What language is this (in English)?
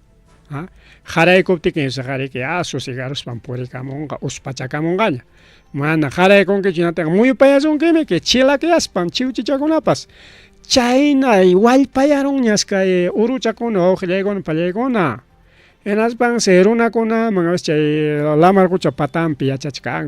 Ayacucho Quechua